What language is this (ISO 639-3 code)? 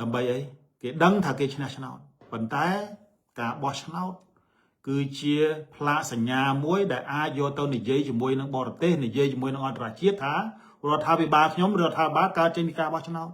khm